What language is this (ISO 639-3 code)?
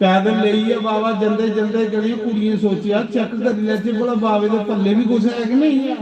doi